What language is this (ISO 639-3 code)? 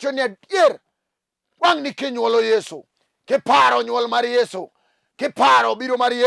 luo